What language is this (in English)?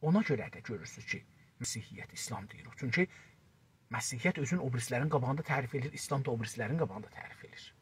South Azerbaijani